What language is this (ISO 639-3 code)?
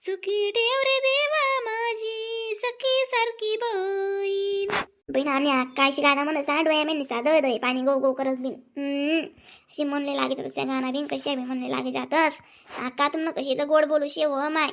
khn